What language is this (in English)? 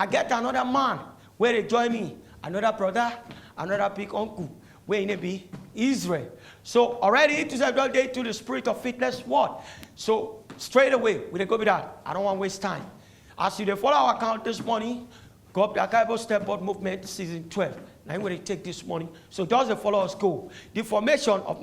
Nigerian Pidgin